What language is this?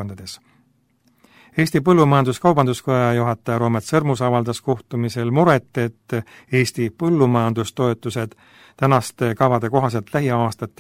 Estonian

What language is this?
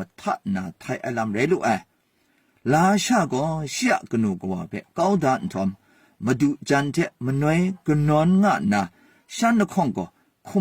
Kachin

